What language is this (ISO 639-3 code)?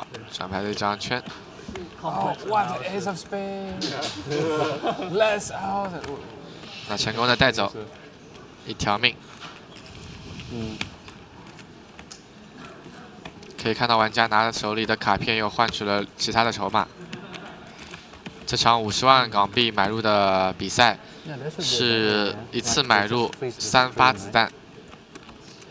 zho